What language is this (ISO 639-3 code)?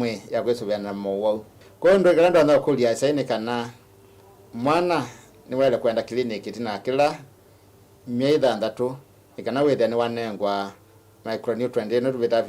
kam